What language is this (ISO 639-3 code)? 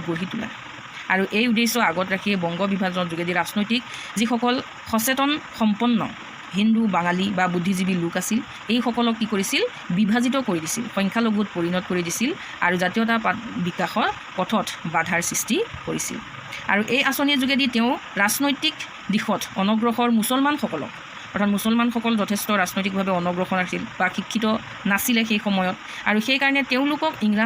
asm